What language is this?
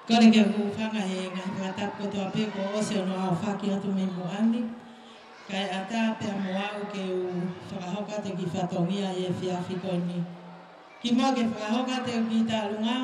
Tongan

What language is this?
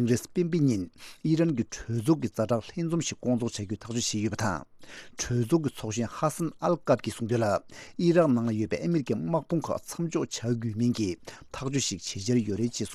Tibetan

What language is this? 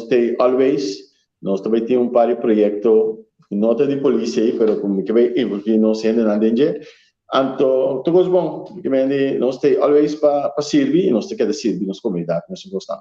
Papiamento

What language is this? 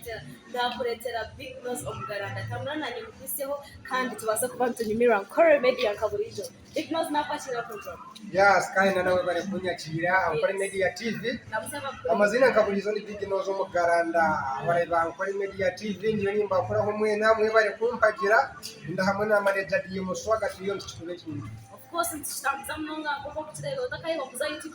Nyankole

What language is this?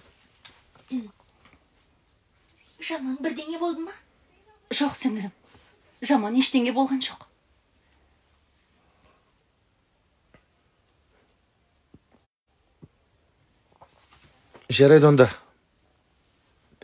Kazakh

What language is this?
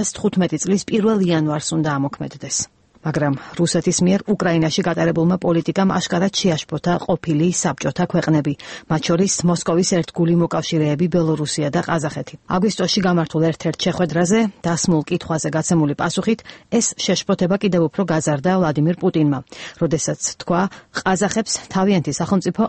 Georgian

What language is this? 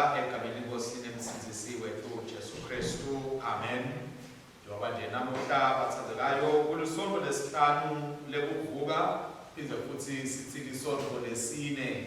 Swati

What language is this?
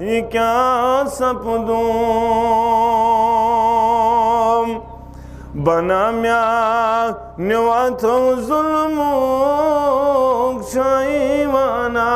Kashmiri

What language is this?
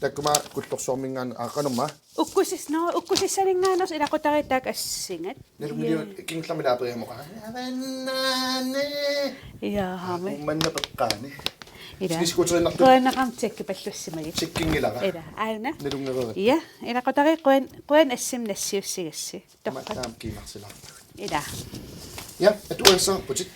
Kalaallisut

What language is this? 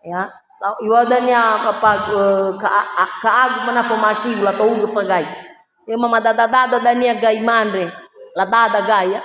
Nias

